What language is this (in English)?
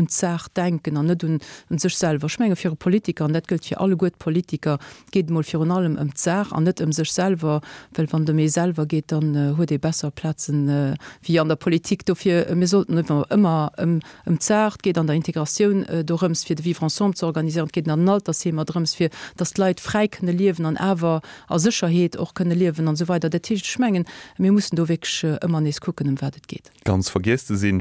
Luxembourgish